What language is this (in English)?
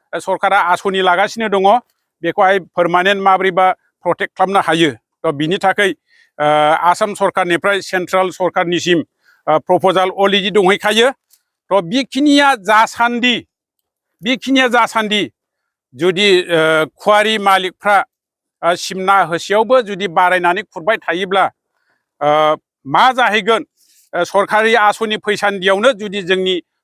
Bodo